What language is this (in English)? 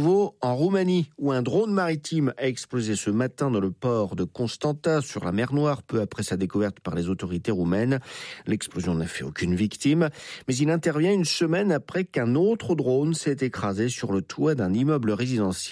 French